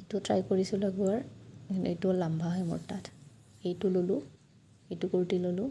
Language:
Assamese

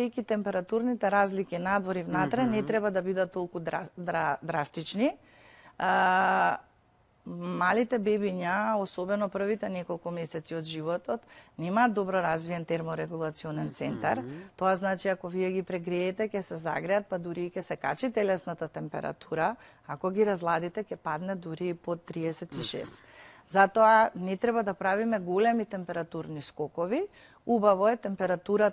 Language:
Macedonian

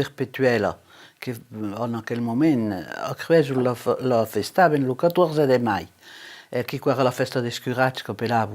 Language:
Occitan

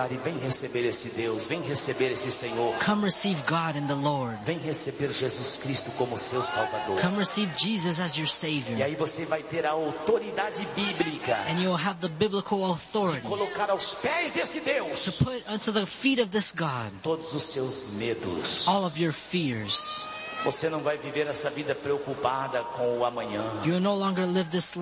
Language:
Portuguese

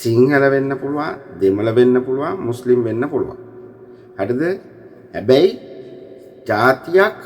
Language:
Sinhala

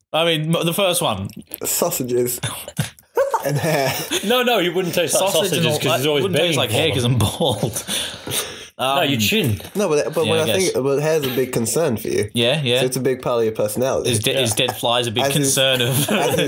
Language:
English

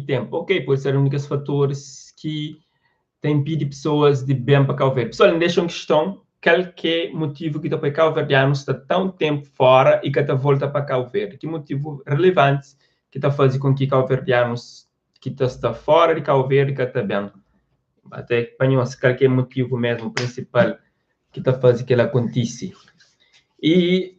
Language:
Kabuverdianu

